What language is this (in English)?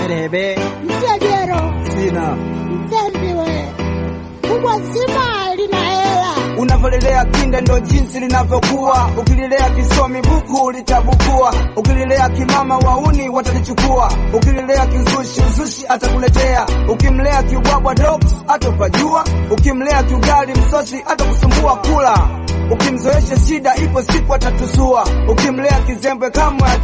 Swahili